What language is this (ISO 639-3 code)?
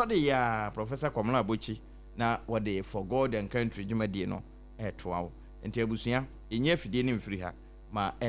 aka